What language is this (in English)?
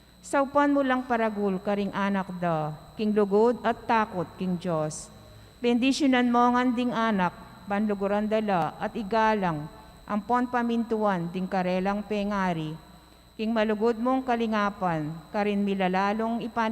Pampanga